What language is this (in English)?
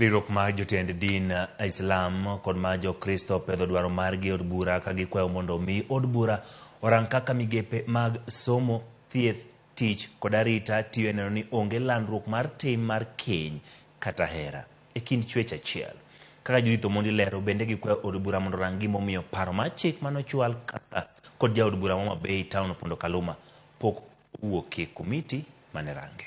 Luo (Kenya and Tanzania)